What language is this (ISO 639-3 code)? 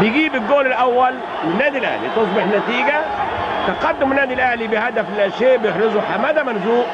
arz